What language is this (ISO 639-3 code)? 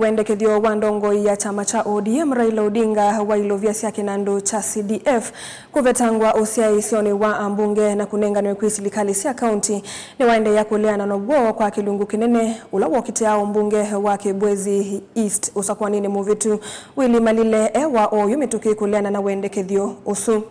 kam